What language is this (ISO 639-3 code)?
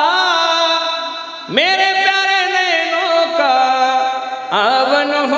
mar